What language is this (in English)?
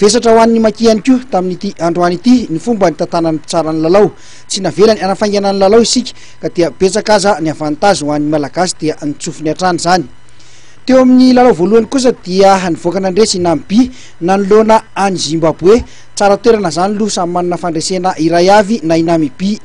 Malagasy